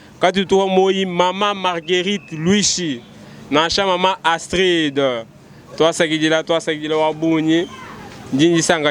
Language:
Luba-Lulua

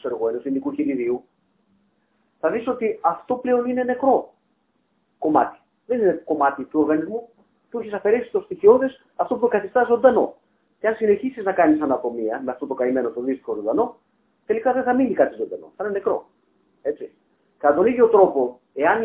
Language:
Greek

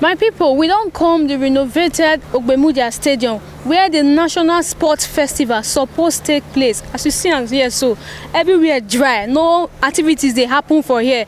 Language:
Nigerian Pidgin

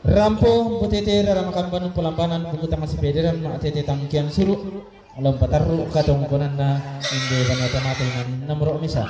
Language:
Toraja-Sa'dan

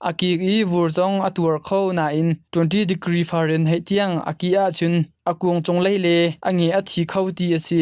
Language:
Hakha Chin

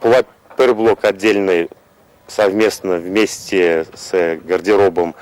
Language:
Chuvash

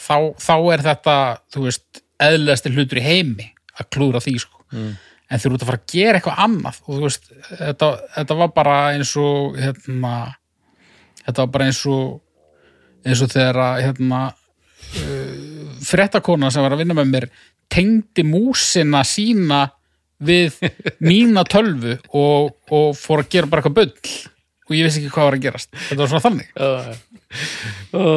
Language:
Icelandic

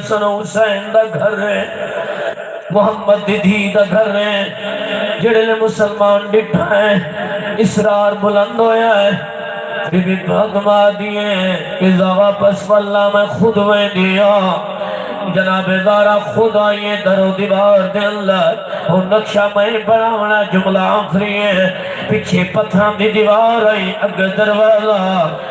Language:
Saraiki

